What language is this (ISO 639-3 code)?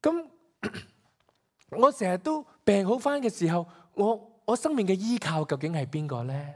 yue